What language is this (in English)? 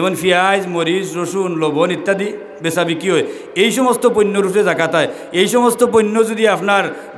Sylheti